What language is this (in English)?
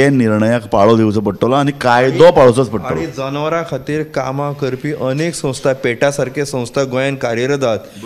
Konkani